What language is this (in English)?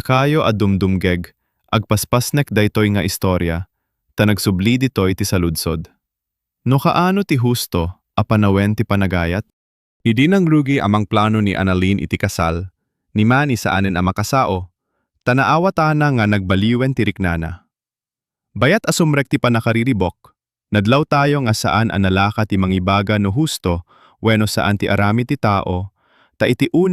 Iloko